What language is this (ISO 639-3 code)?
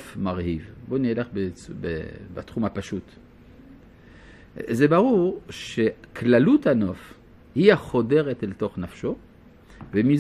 heb